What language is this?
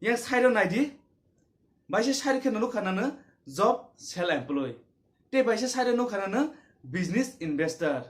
Kok Borok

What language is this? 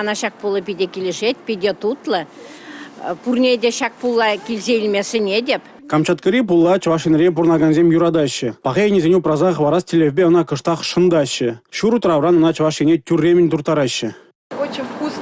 Chuvash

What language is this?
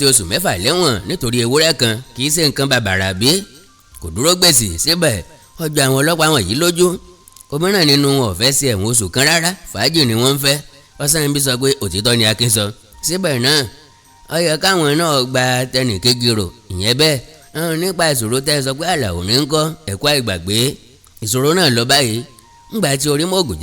Yoruba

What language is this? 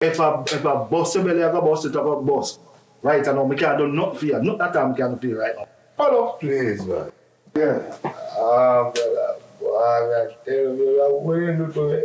Jamaican Creole English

